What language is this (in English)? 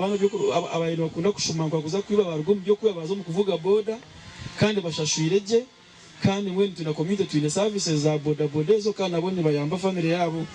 Nyankole